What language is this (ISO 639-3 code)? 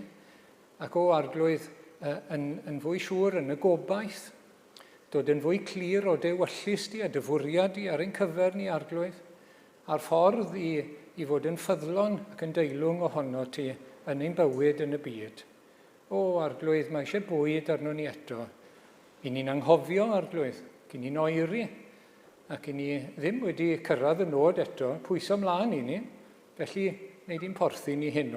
cym